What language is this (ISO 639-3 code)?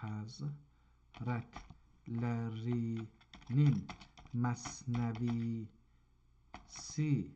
azb